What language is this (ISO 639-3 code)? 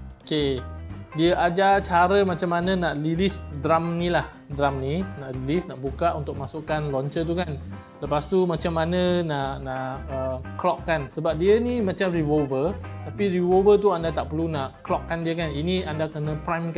msa